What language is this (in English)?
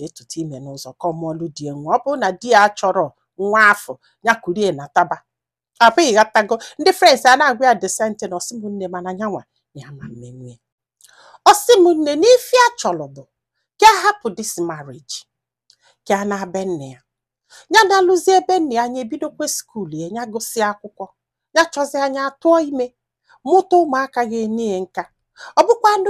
Igbo